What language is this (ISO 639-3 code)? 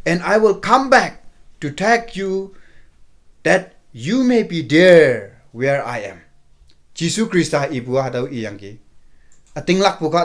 nbe